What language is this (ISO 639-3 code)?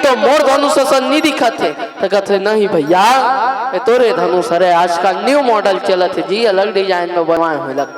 hne